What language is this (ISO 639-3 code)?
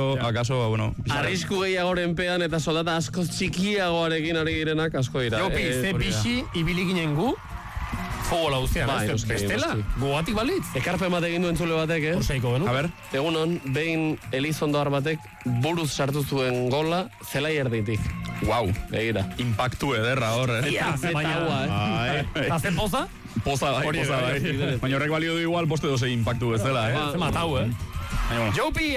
eus